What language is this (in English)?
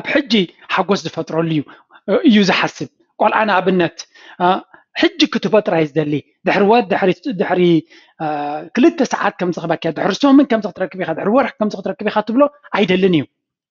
Tigrinya